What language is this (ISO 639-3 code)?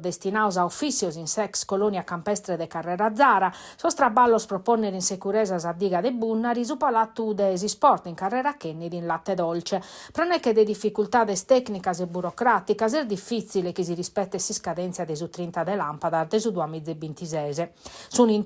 srd